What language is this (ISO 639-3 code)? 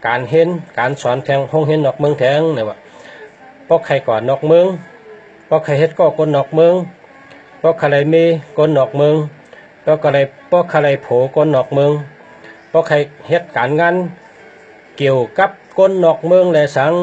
shn